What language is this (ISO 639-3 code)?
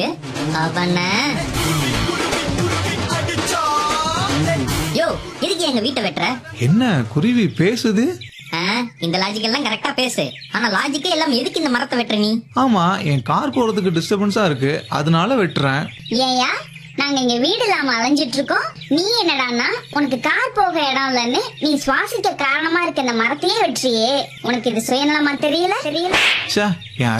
tam